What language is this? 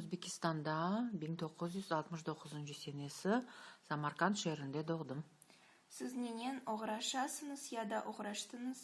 Crimean Tatar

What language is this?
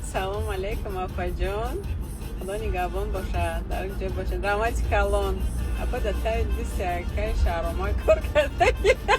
Tajik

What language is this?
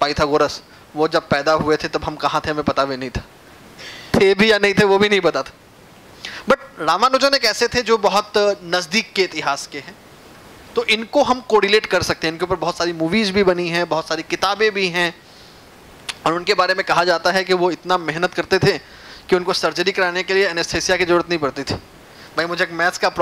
Hindi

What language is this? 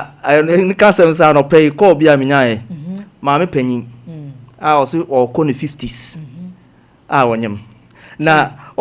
Akan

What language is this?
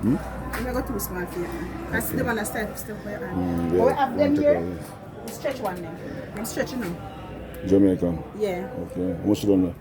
Jamaican Creole English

